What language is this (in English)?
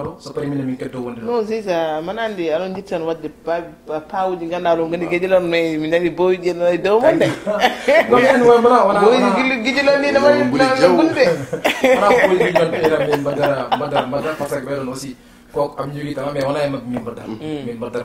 Fula